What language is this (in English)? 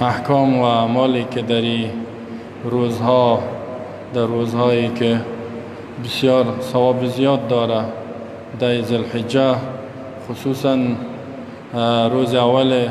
Persian